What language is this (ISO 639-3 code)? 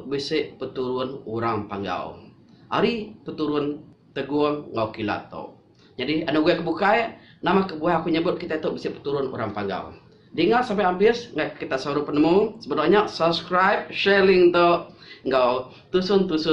iba